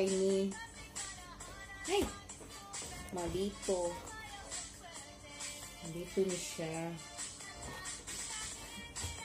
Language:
Cebuano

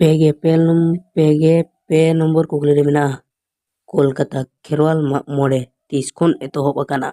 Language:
Santali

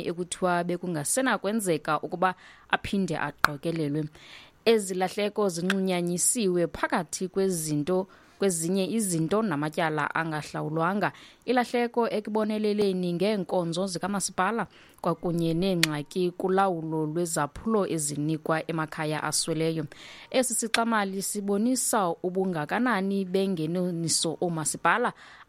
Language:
Xhosa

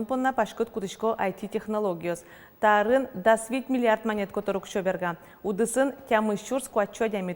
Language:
Udmurt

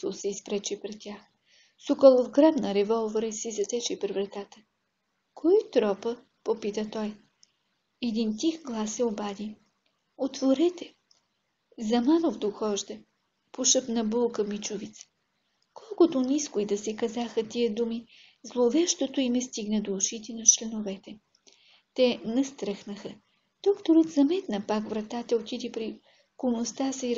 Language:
Bulgarian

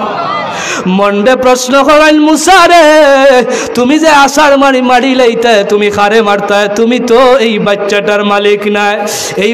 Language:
Sylheti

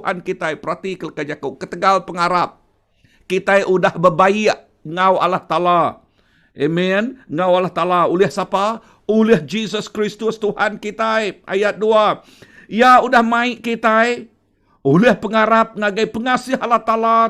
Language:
Iban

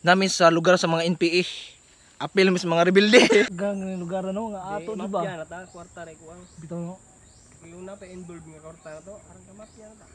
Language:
Cebuano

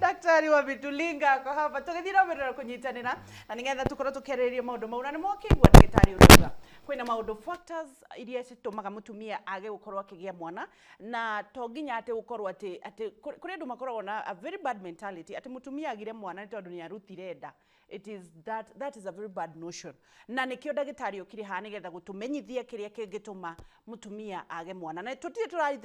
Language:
Kikuyu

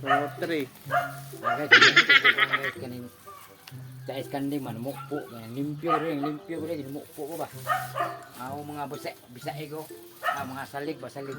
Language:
Cebuano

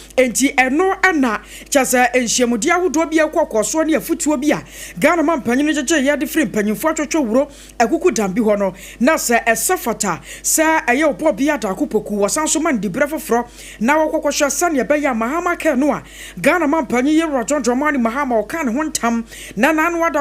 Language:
Akan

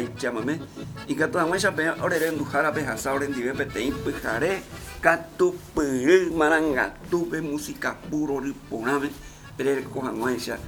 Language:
Guarani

